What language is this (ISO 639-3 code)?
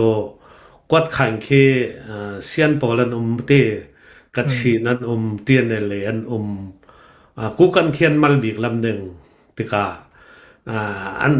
cnh